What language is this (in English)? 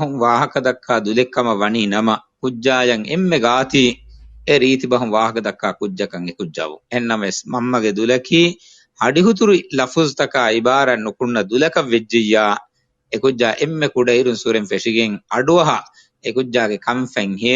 Divehi